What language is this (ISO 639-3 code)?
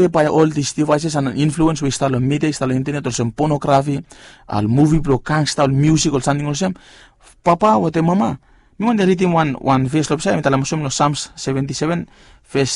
bis